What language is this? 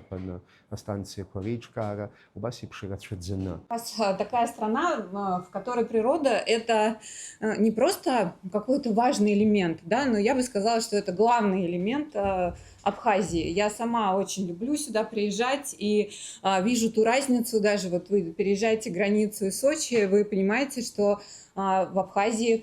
Abkhazian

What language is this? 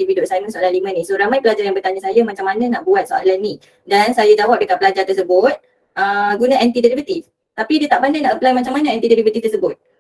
Malay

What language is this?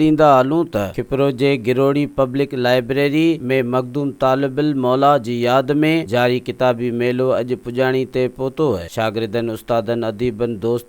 Sindhi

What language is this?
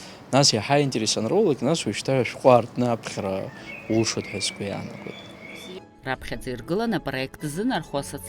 Abkhazian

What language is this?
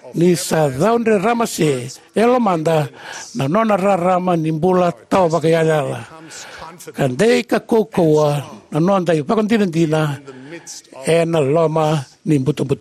Fijian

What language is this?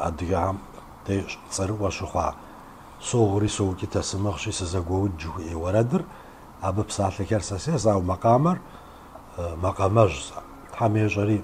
Kabardian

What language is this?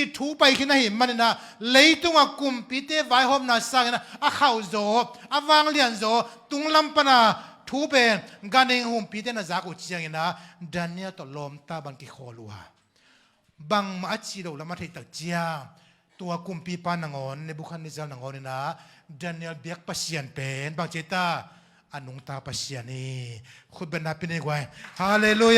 Tedim Chin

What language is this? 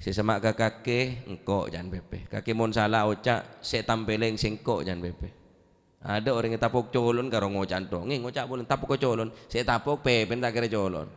Madurese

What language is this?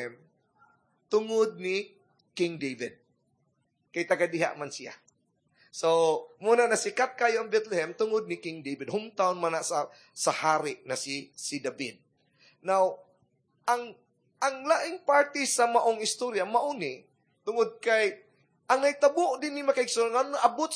Cebuano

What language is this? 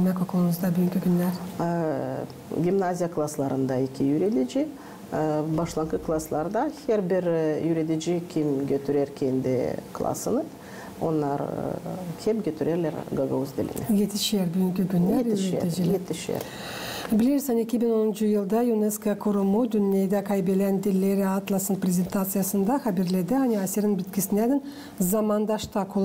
Gagauz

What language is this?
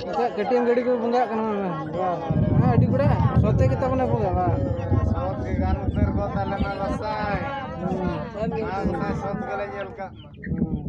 Santali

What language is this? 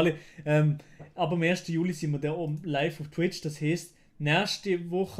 Swiss German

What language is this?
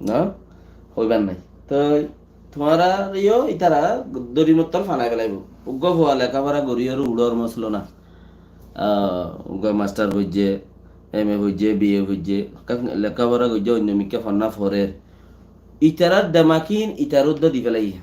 Rohingya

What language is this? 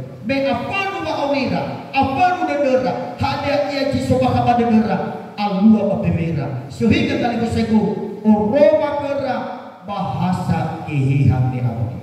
Nias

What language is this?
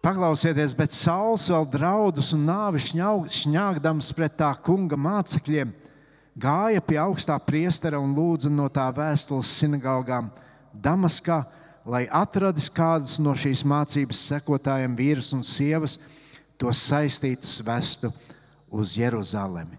Latvian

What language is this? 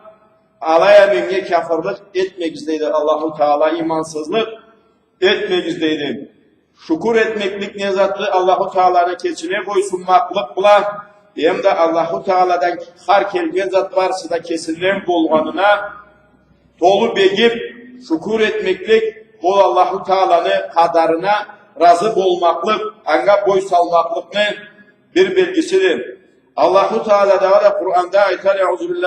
Karachay-Balkar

